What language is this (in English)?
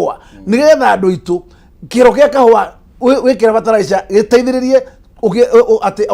Kikuyu